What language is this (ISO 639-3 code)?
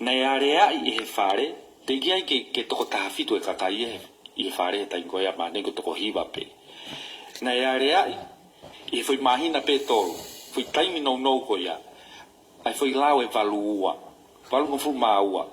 ton